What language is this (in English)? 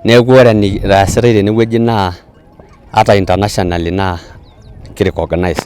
Masai